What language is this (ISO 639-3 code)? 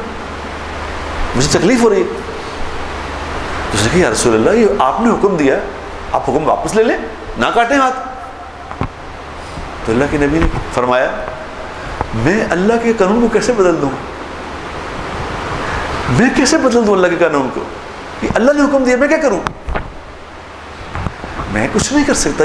urd